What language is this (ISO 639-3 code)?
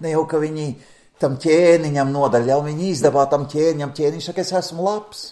lav